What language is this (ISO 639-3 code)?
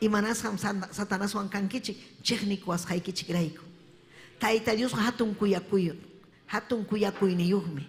quy